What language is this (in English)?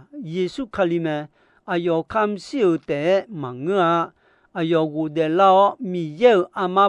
Akha